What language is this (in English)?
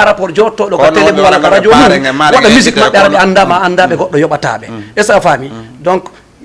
Fula